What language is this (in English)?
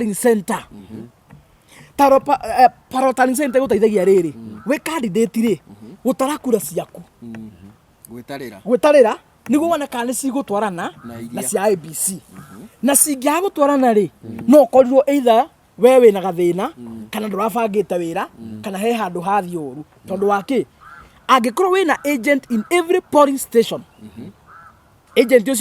Kikuyu